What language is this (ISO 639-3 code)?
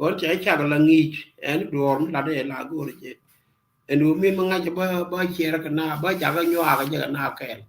nus